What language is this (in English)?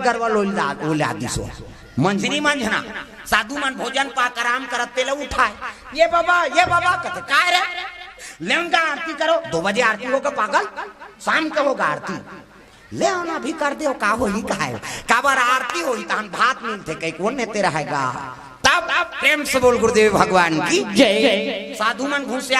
Chhattisgarhi